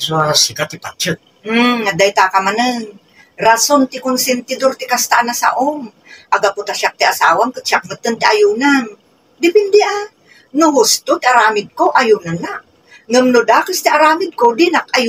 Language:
Iloko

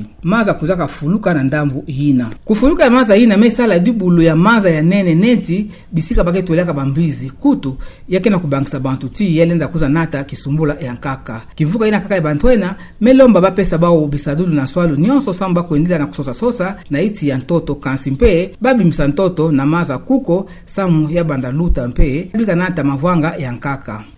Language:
Kituba (Democratic Republic of Congo)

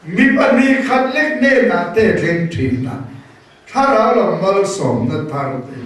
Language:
Mizo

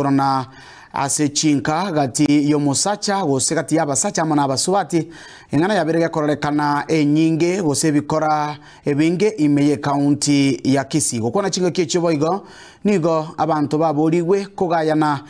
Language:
Gusii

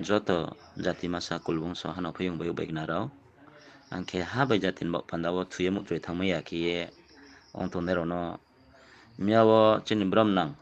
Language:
Riang (India)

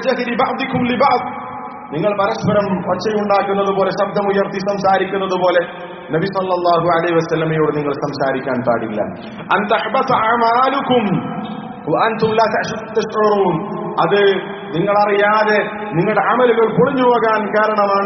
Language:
Malayalam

